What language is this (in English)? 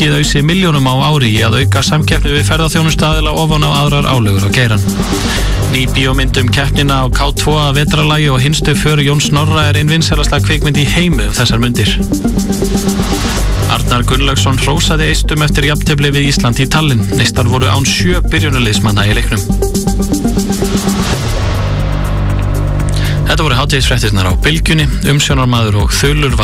Icelandic